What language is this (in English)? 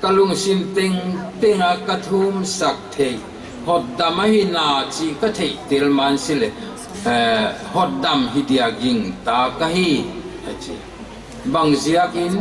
Paite Chin